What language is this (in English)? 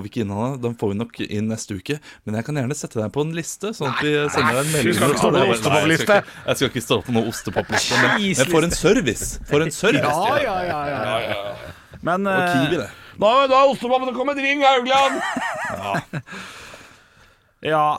Norwegian